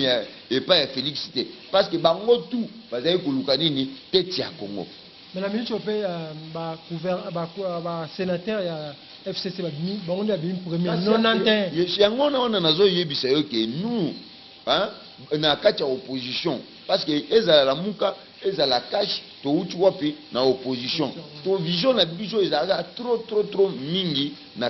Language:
Lingala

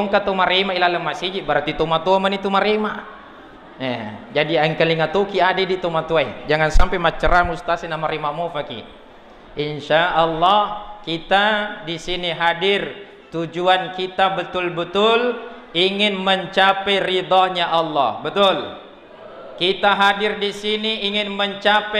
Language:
Buginese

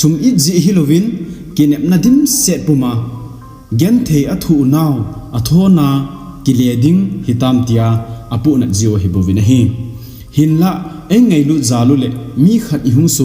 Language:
Thado Chin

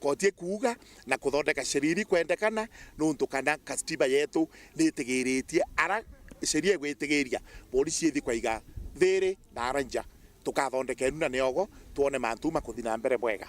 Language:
Meru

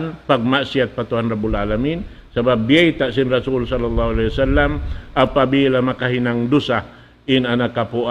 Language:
Tausug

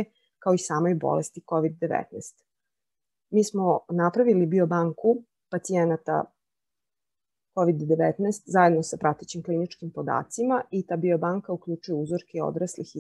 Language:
Serbian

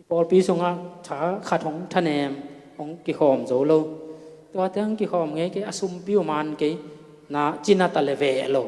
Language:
Tedim Chin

